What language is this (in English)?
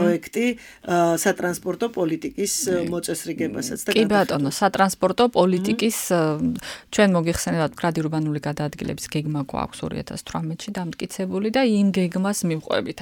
Georgian